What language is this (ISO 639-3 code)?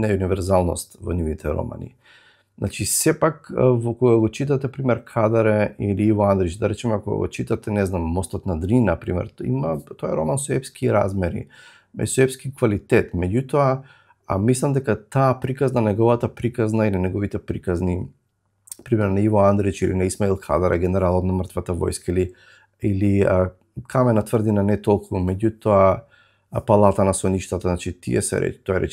mkd